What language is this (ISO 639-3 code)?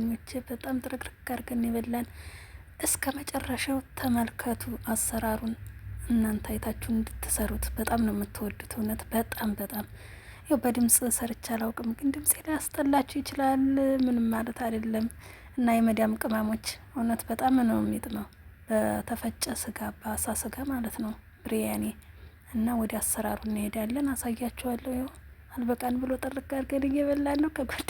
amh